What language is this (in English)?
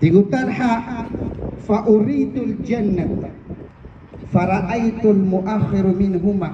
Maranao